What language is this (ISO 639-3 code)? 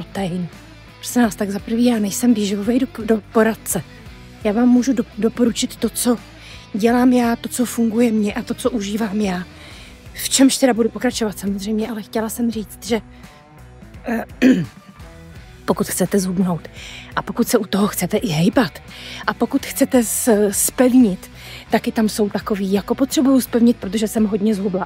ces